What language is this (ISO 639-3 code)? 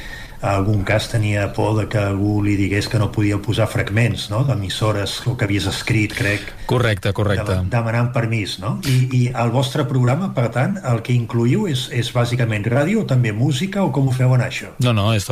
cat